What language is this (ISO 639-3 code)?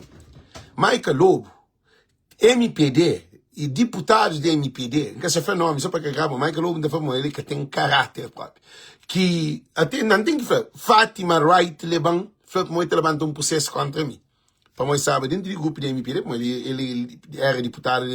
kea